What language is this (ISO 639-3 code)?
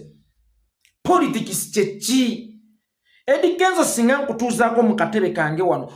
lug